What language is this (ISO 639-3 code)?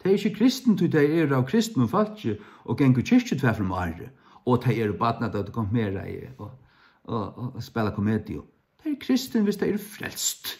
fao